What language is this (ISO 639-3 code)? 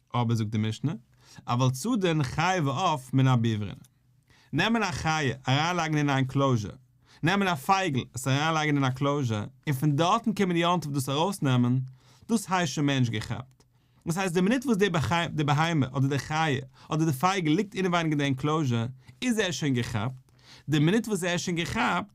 yid